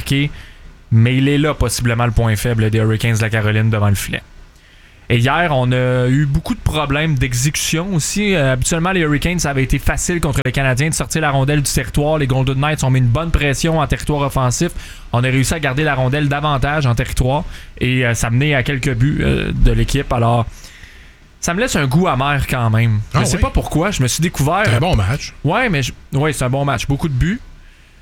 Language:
French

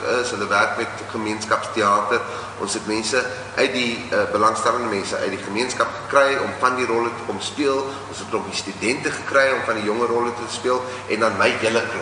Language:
Afrikaans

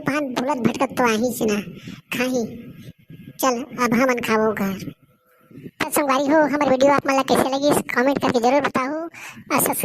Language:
Chhattisgarhi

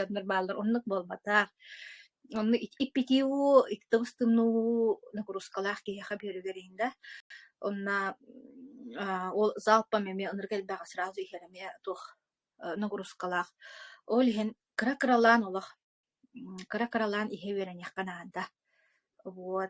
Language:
Yakut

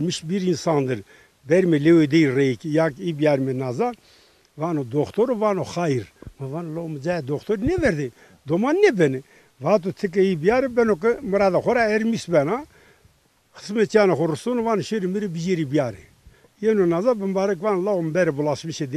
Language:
Zaza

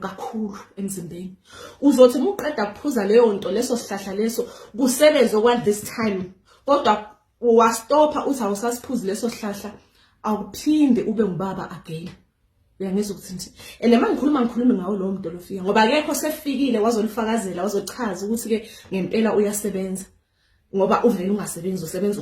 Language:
Zulu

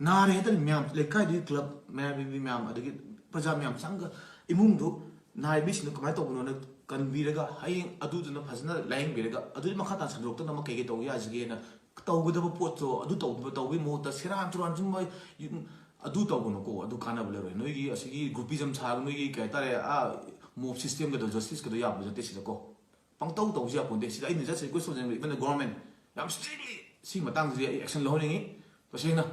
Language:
Manipuri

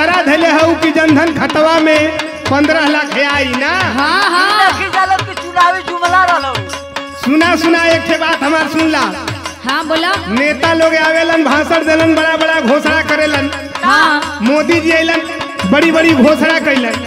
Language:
Bhojpuri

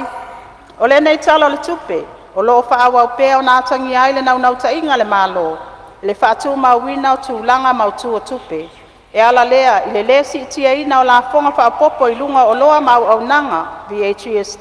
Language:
Samoan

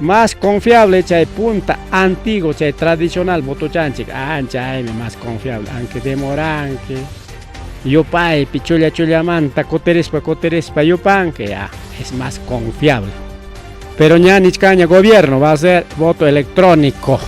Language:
Ayacucho Quechua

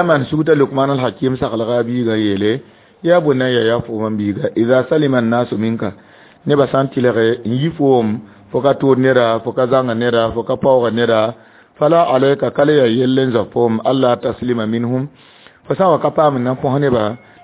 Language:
Mossi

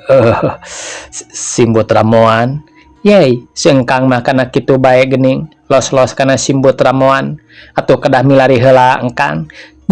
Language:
Sundanese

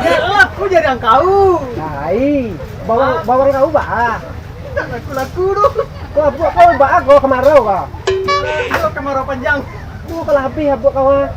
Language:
Minangkabau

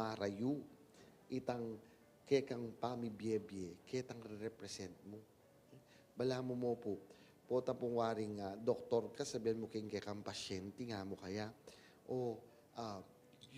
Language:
Pampanga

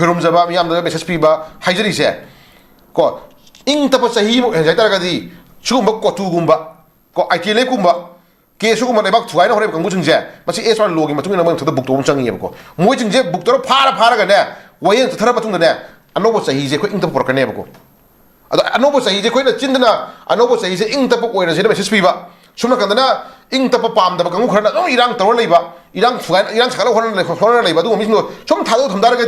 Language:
Manipuri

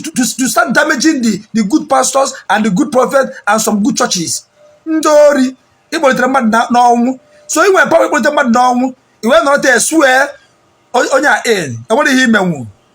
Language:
Igbo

